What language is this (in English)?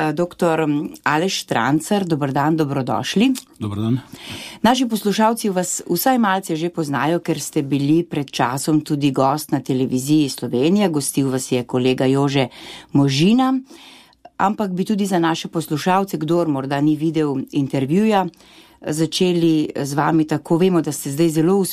Slovenian